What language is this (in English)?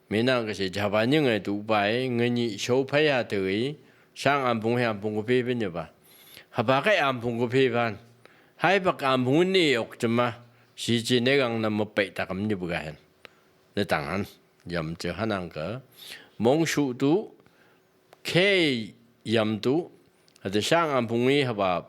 Phom Naga